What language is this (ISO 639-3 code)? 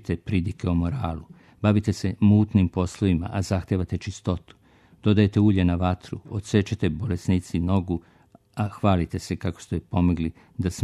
srp